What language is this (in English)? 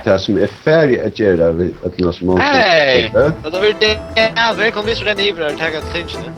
Faroese